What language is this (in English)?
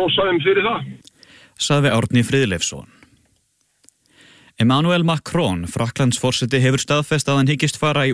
Icelandic